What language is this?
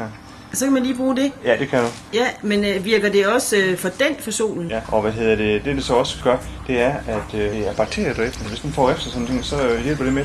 Danish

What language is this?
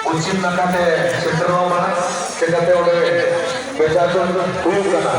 Santali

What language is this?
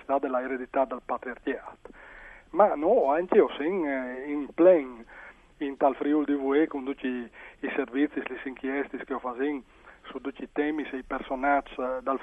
Friulian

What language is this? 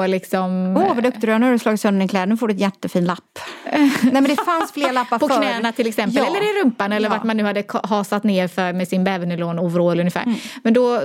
Swedish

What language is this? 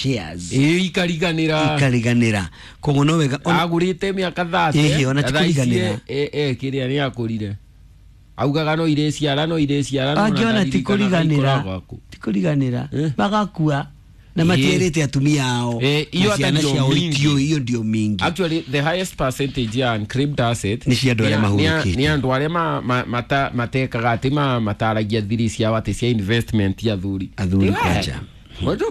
Kikuyu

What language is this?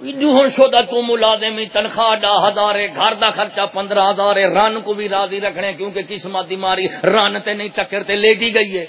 Saraiki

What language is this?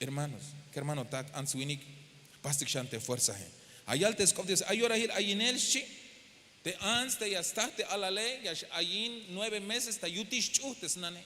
Tzeltal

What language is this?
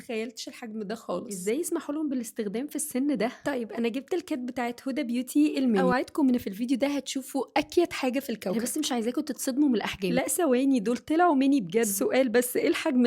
Egyptian Arabic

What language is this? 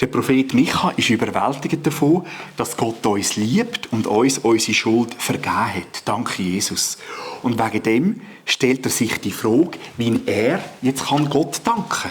Swiss German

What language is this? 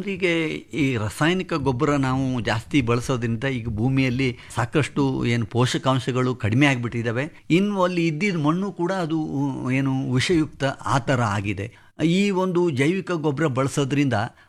Kannada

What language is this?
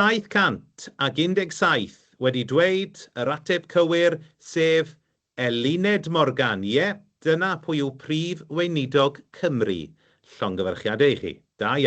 Welsh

